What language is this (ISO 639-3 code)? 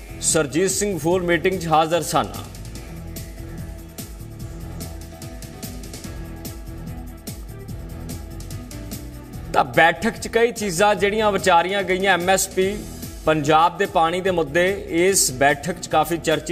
pan